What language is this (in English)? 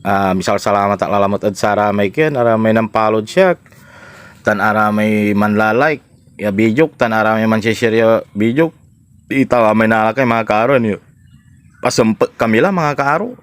Pangasinan